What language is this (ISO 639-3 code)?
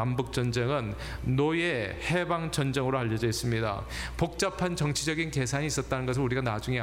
kor